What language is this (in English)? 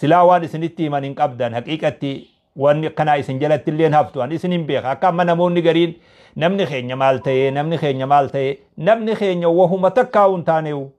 Oromo